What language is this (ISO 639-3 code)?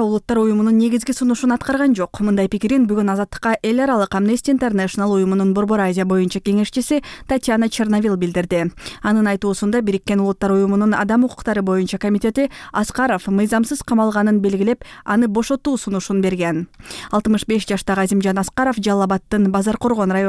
kir